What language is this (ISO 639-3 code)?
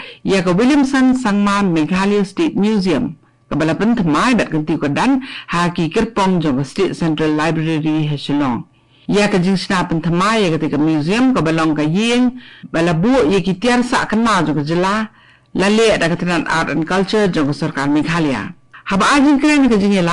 kha